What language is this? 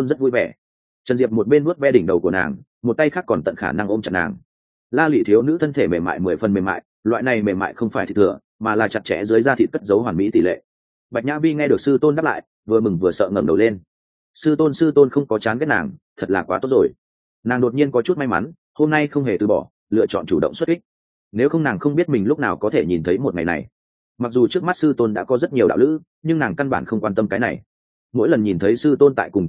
Vietnamese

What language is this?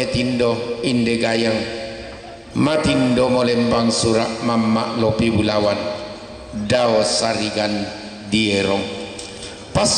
Toraja-Sa'dan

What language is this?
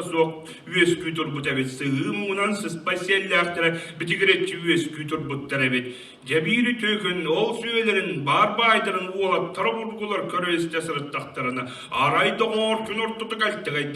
Yakut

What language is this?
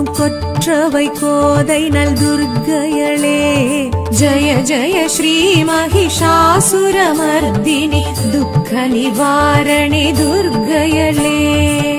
Tamil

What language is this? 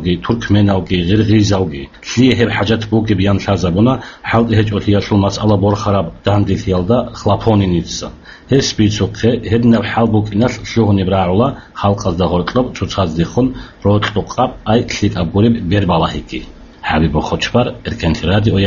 Avaric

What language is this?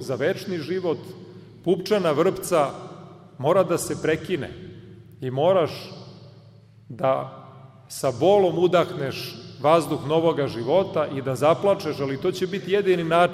Serbian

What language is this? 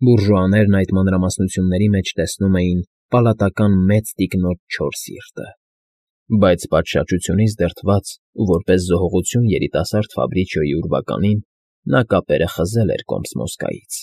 Armenian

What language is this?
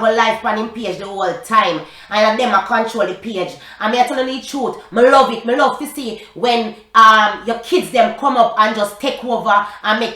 Jamaican Creole English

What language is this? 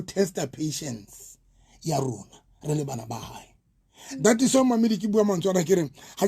Southern Sotho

